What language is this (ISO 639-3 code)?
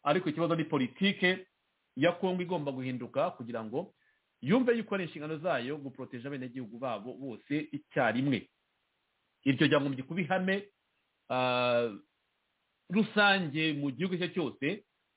kin